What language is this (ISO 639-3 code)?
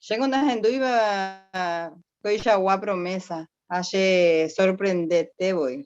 grn